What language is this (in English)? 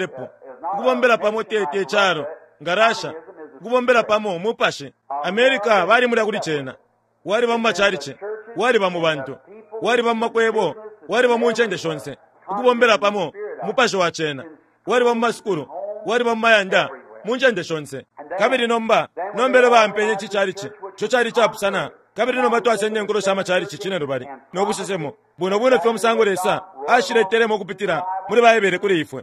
Bemba